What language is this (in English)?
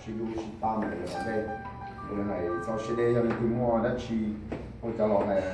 Hmong